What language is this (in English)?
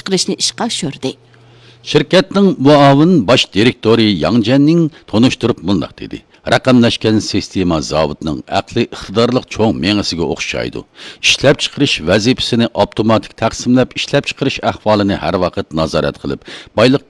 Uyghur